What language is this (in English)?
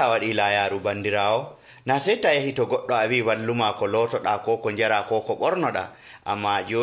Nigerian Fulfulde